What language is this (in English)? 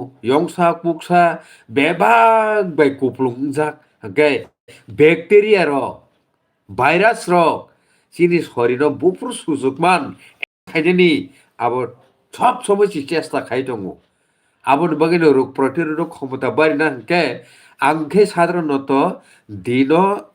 Kok Borok